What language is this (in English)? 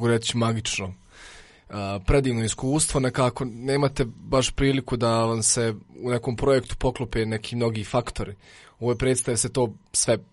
Croatian